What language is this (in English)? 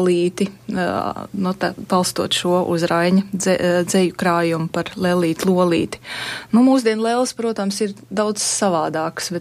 Latvian